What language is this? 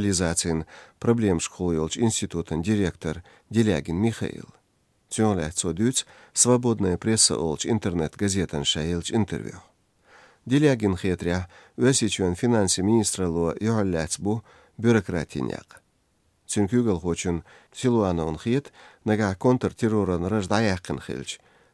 Chechen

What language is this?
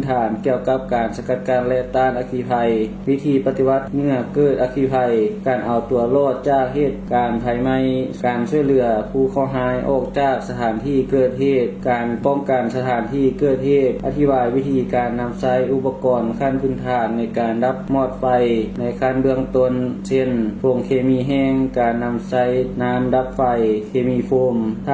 Lao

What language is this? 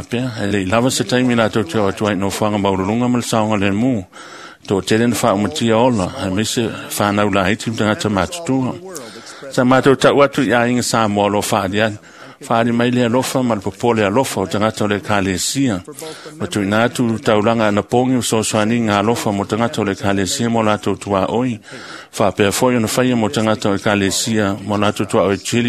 Samoan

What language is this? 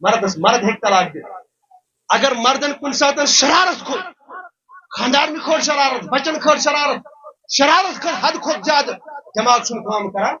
Kashmiri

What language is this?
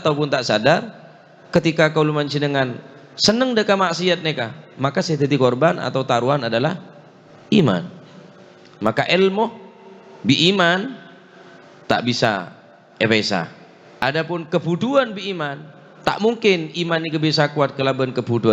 Madurese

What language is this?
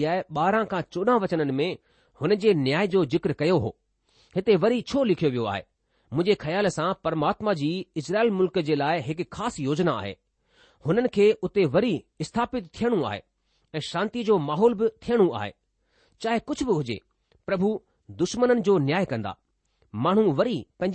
Sindhi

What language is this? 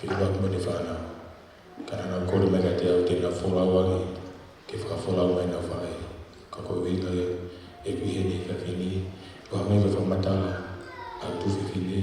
Tongan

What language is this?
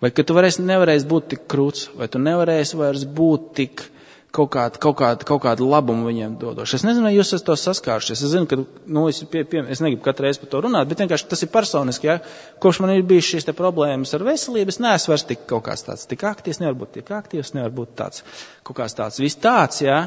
Latvian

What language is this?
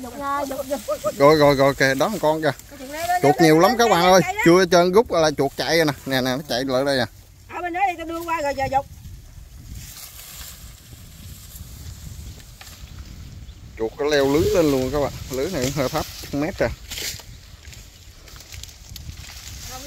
Vietnamese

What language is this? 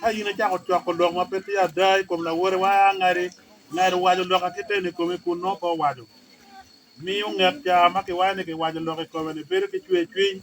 Acoli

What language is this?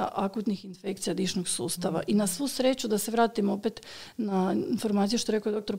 Croatian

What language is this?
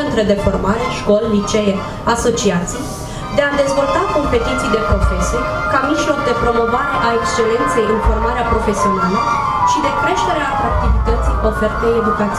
Romanian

